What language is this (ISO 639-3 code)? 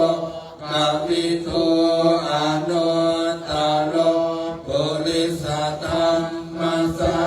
pli